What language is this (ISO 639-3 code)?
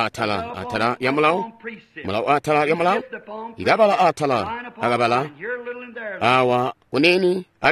toi